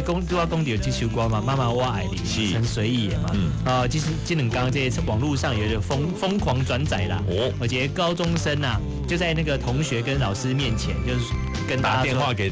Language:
Min Nan Chinese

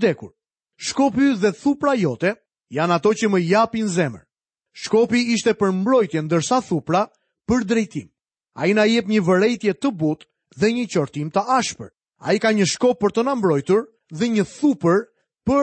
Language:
Albanian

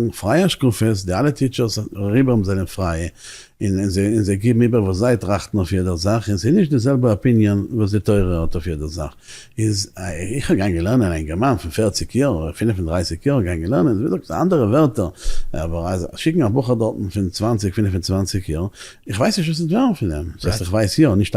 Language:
Yiddish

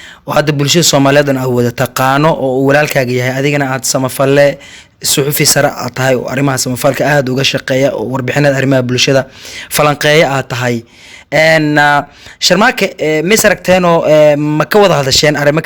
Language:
Somali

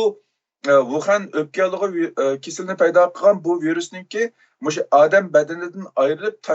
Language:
Uyghur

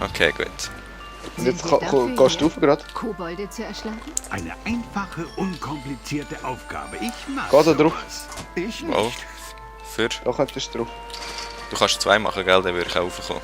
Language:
Swiss German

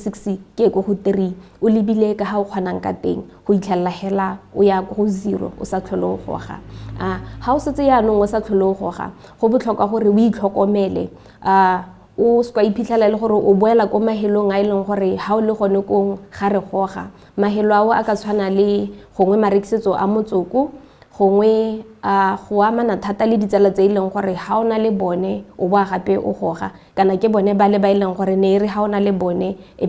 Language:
Tswana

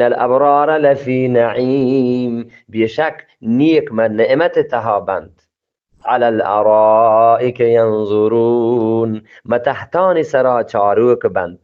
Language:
Eastern Balochi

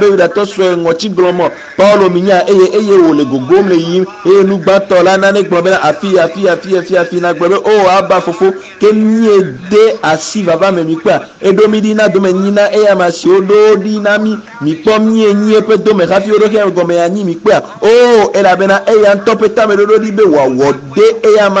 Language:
Ewe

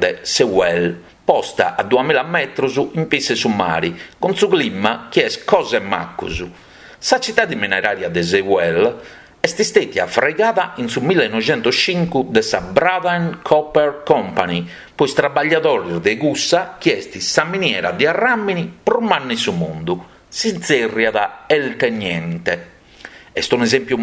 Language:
Sardinian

